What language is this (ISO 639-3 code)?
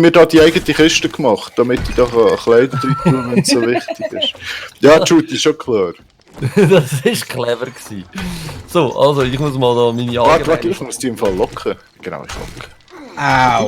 gsw